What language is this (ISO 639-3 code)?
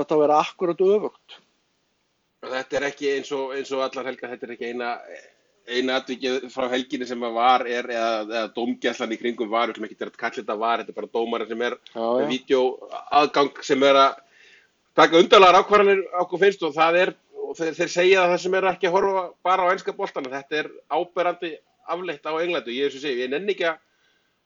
isl